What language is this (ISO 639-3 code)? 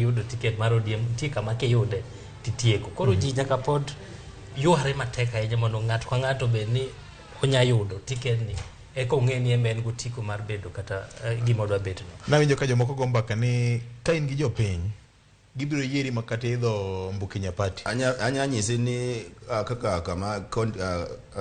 luo